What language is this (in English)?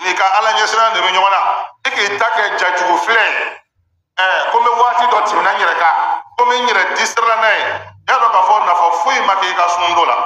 Bambara